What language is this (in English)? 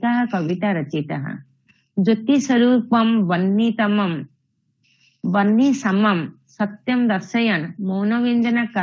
Sanskrit